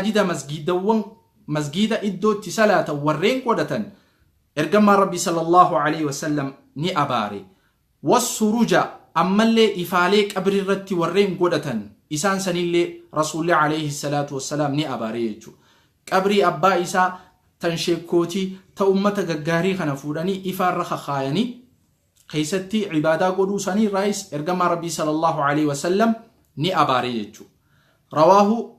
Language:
Oromo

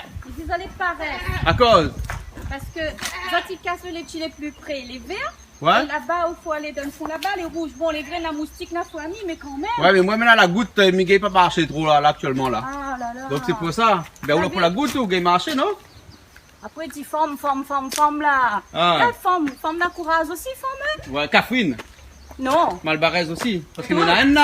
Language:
Réunion Creole French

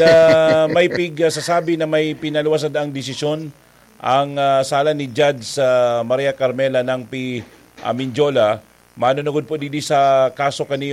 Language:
Bikol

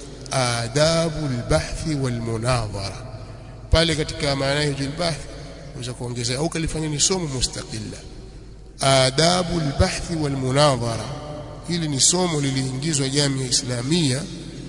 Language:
Swahili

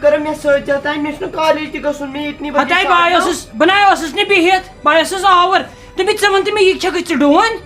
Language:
Kashmiri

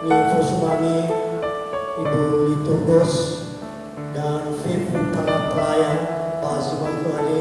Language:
Nias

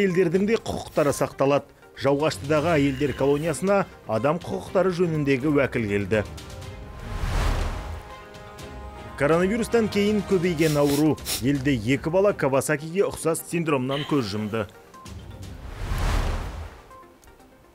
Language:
Kazakh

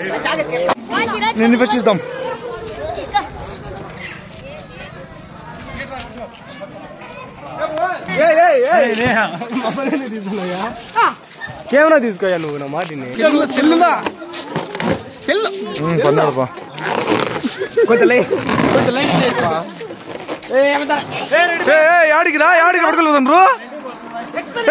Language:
Telugu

